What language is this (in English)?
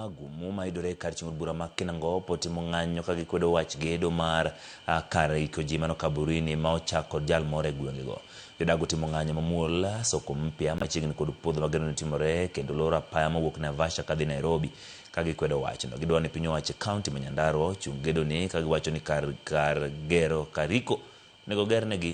Luo (Kenya and Tanzania)